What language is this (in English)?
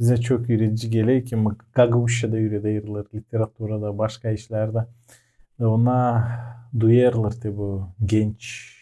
Gagauz